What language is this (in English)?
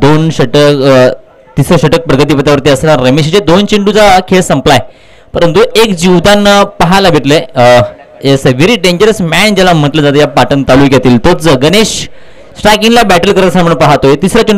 Marathi